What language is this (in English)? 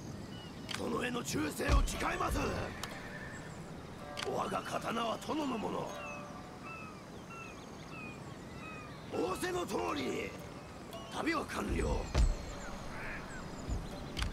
Japanese